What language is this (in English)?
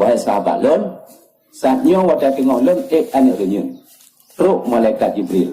Achinese